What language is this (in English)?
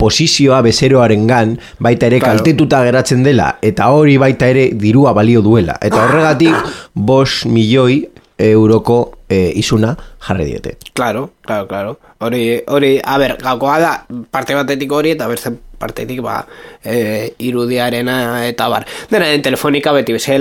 Basque